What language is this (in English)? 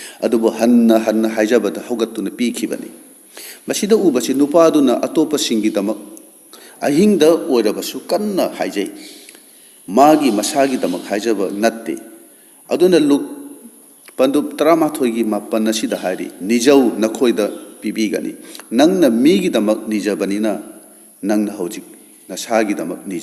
Manipuri